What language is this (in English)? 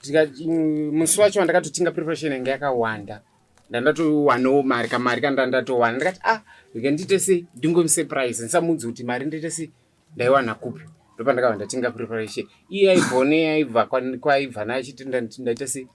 Shona